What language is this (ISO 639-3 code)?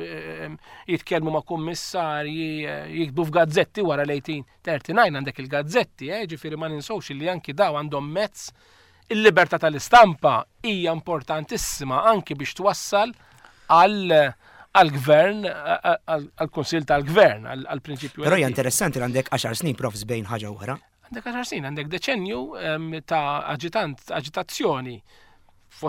mlt